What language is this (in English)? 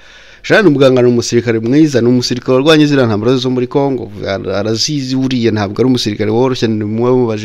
Kinyarwanda